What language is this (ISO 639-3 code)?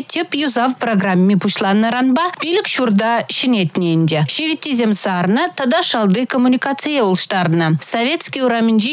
chv